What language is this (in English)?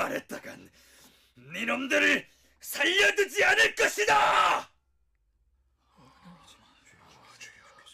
Korean